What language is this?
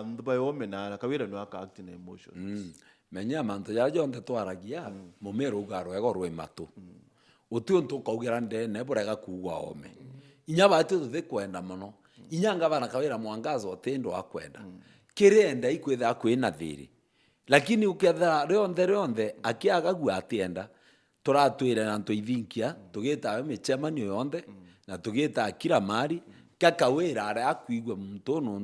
Meru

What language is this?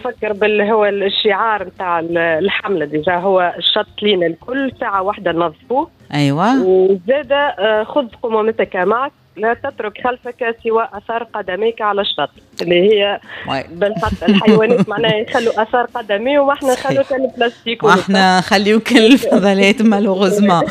Tunisian Arabic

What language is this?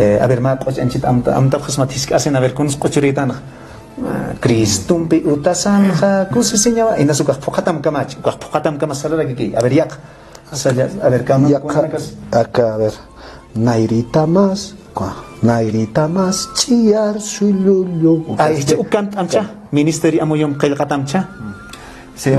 Aymara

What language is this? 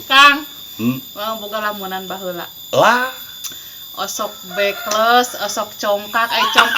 Sundanese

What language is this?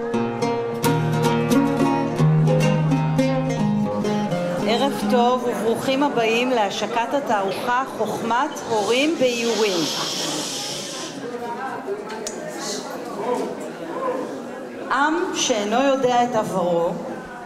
Hebrew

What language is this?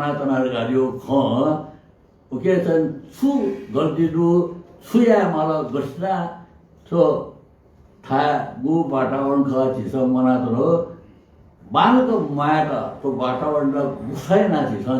Newari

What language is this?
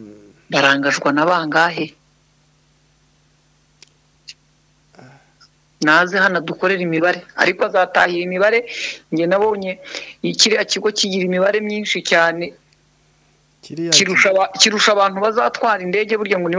Kinyarwanda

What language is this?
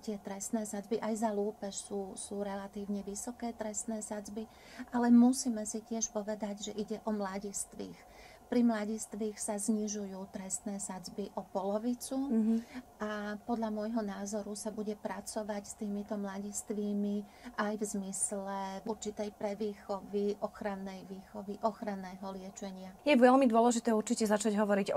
Slovak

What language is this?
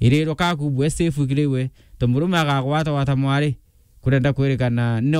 Meru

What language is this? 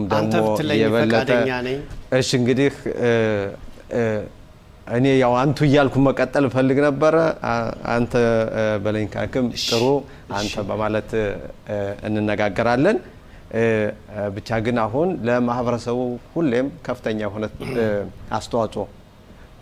Amharic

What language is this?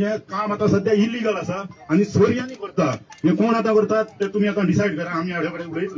Konkani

